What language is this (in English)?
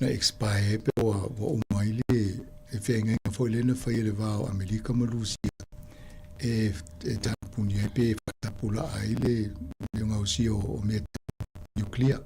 Samoan